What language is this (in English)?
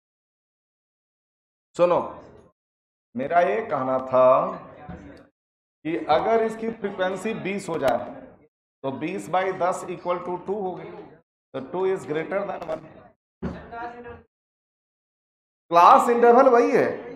Hindi